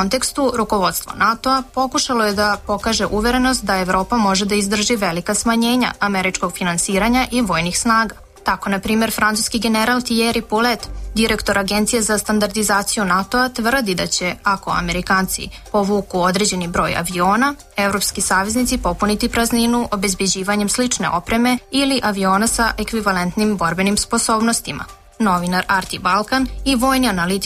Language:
Serbian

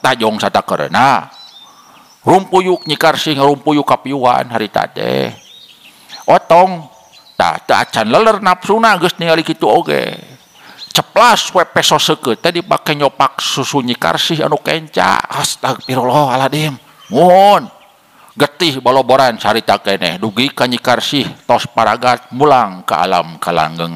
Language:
Sundanese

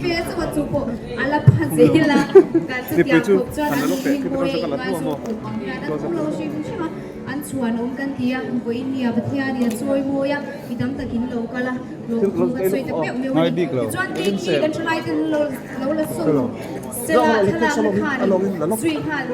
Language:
Mizo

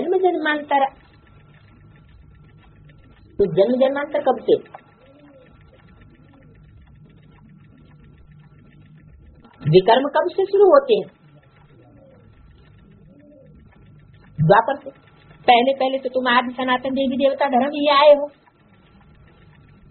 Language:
Hindi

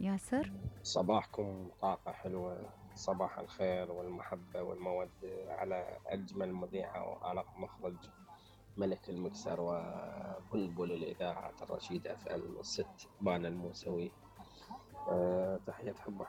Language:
Mesopotamian Arabic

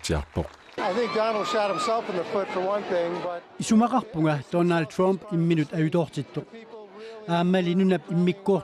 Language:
Kalaallisut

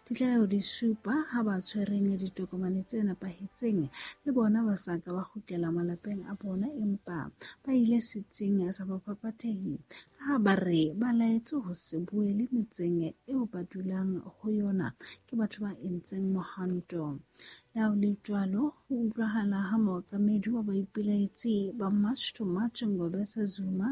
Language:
Southern Sotho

